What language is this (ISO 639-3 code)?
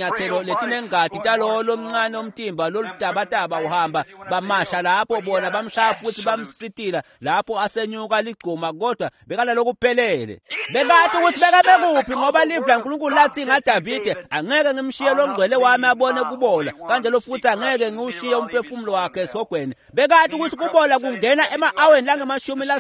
ssw